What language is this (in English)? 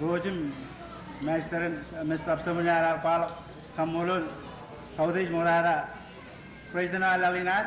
Marshallese